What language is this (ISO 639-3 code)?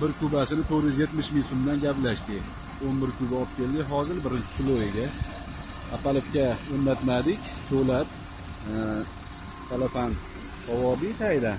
uzb